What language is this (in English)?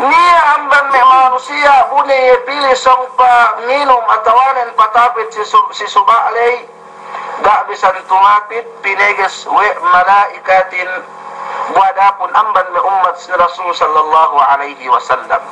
Yakan